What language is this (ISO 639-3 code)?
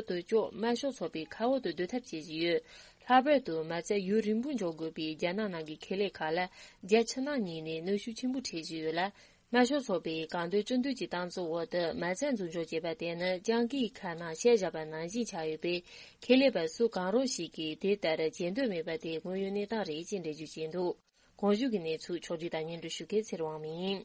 bod